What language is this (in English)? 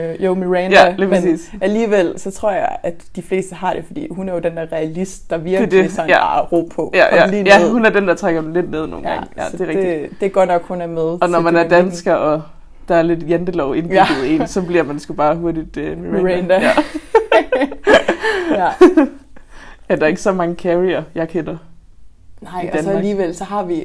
Danish